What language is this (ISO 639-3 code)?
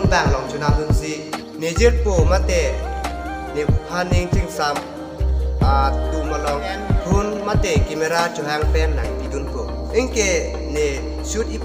mjw